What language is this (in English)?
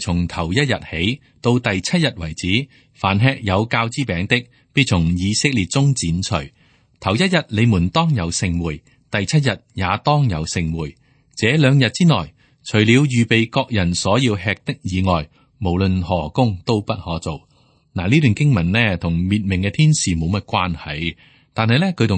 Cantonese